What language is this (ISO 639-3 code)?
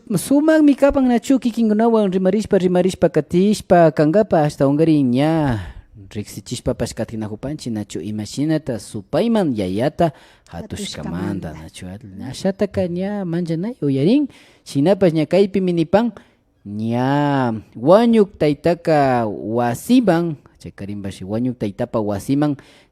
qvi